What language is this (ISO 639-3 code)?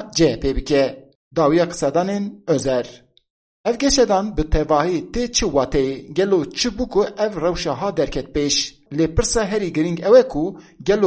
kur